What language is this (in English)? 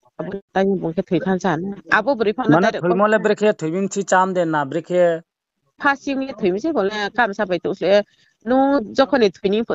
Riang (India)